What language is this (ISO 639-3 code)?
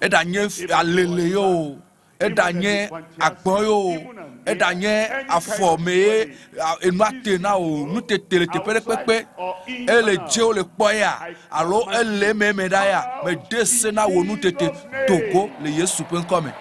ewe